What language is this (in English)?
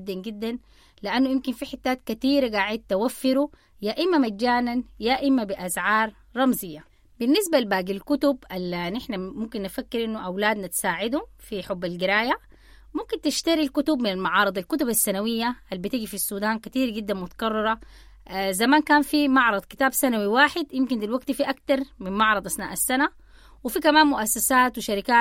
Sudanese Arabic